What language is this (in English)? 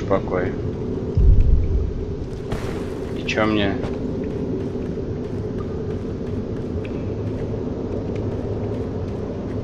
Russian